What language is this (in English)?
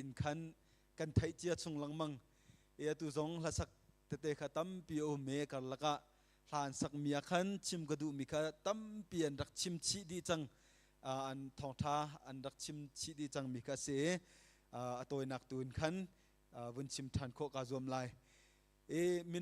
Hakha Chin